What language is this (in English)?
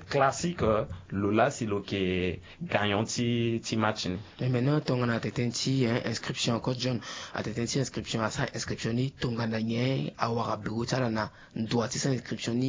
Sango